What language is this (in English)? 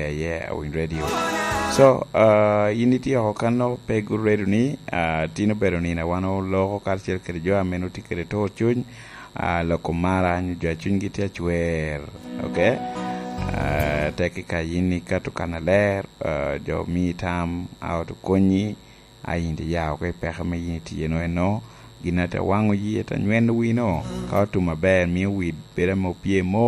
Lango (Uganda)